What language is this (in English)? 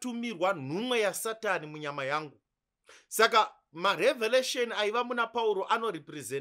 Shona